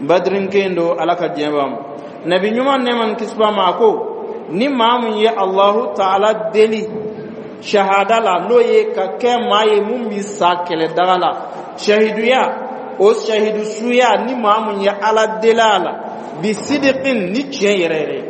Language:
Dyula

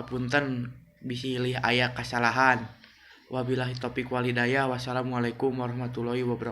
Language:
Sundanese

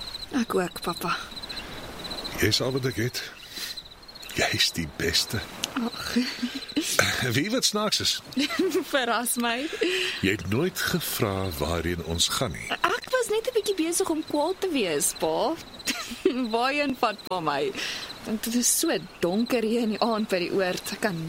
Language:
Afrikaans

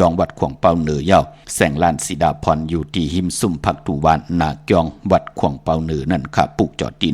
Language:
Shan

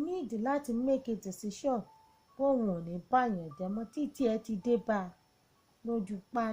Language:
Yoruba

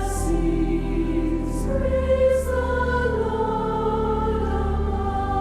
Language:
Tahitian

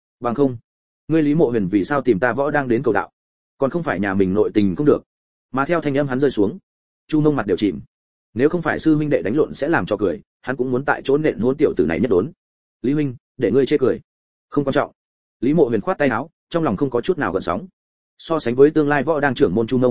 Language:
Vietnamese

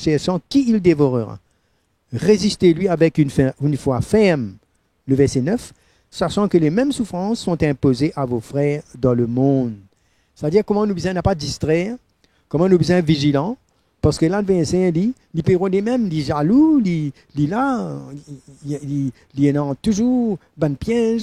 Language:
Morisyen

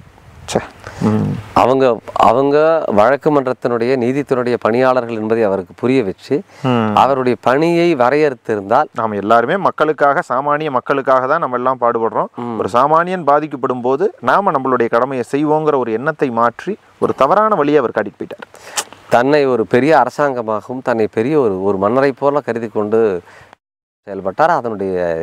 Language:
Tamil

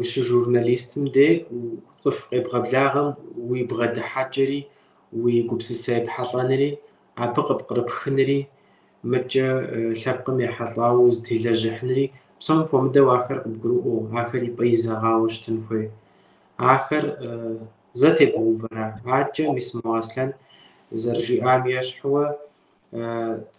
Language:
Kabardian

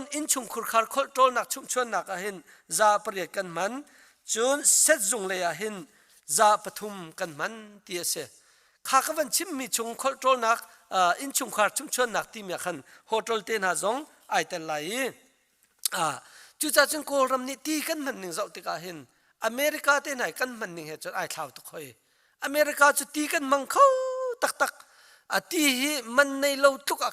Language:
Hakha Chin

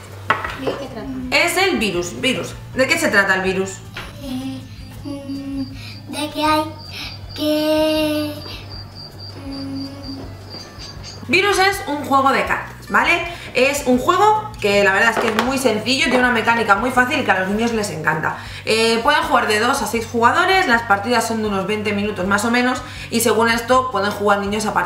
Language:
Spanish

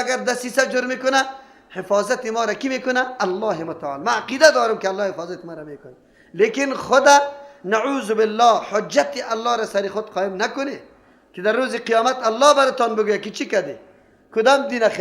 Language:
Persian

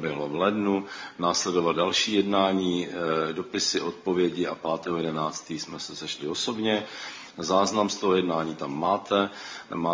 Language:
Czech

